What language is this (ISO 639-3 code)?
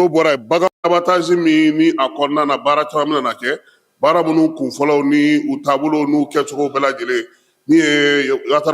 bam